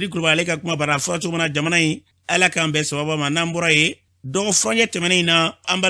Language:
Bambara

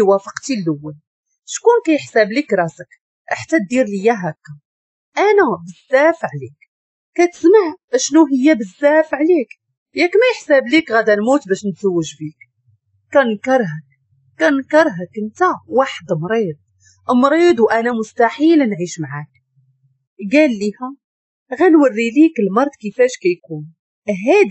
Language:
Moroccan Arabic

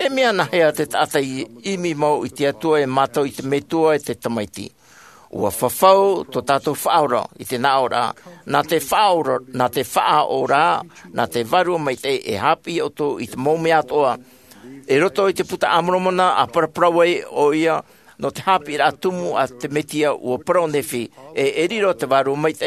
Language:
Tahitian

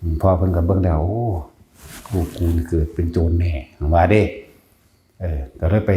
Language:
Northeastern Thai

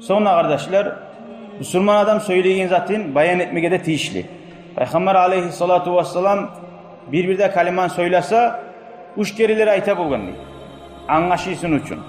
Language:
Kumyk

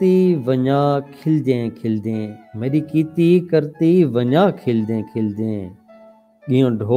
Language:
Saraiki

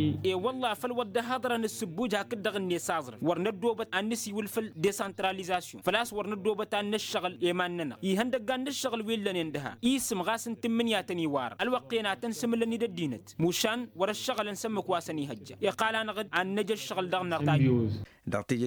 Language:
Tamasheq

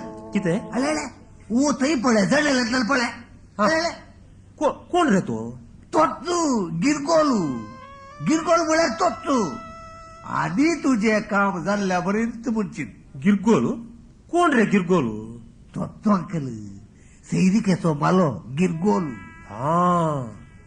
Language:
Konkani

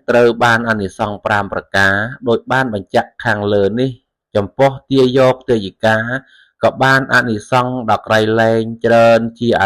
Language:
Khmer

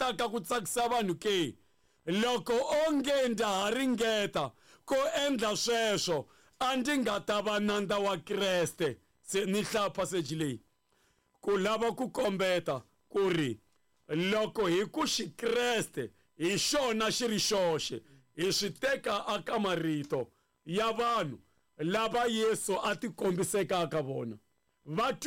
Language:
Tsonga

